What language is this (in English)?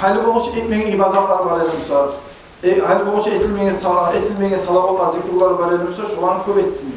Kumyk